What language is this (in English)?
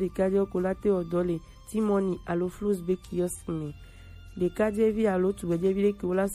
Gen